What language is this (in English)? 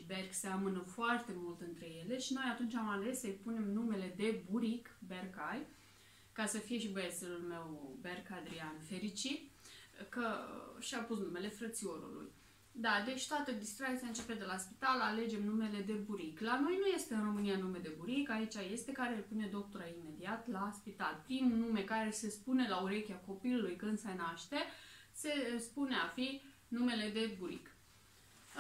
Romanian